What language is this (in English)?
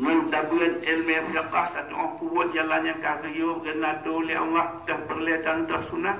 Achinese